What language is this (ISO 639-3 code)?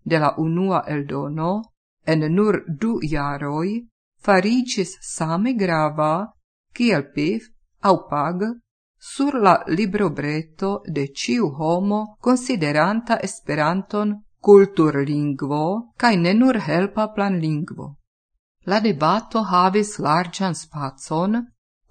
epo